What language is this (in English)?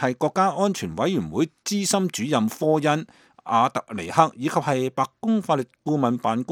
Cantonese